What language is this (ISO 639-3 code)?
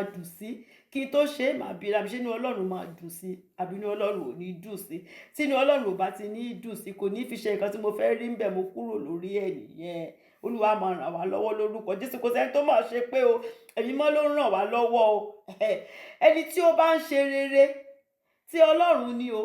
yor